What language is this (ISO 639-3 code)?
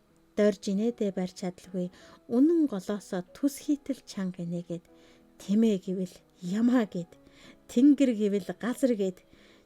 mon